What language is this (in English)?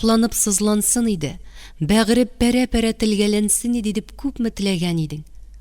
Tatar